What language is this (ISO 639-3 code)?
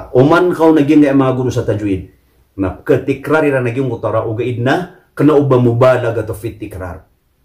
mrw